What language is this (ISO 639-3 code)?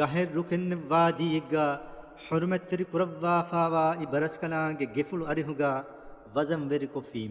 div